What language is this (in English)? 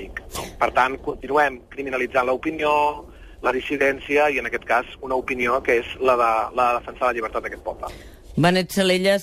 Catalan